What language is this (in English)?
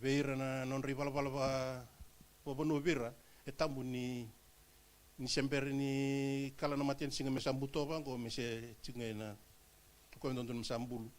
Fijian